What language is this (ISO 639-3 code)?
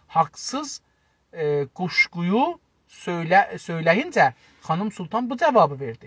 azb